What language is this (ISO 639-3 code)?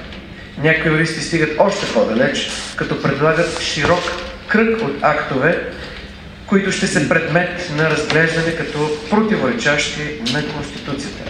bul